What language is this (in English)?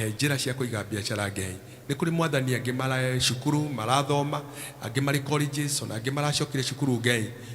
Kikuyu